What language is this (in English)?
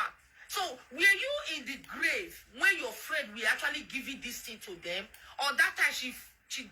Nigerian Pidgin